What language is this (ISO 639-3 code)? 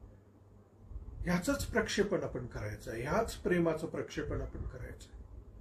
mar